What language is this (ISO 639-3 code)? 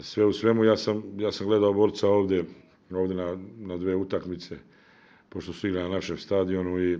srp